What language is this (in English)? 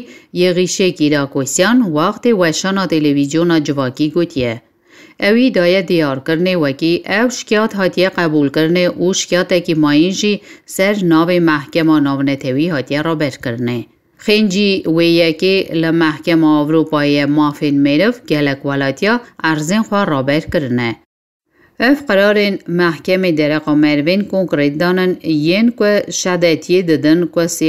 Kurdish